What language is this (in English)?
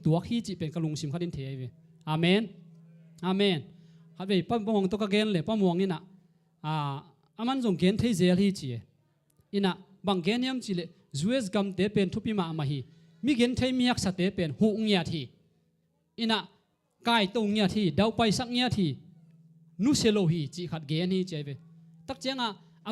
Tedim Chin